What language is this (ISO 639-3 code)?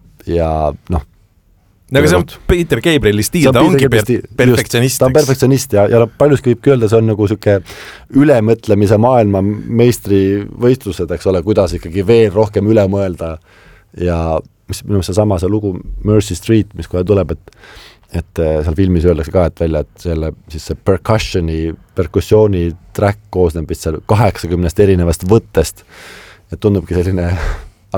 est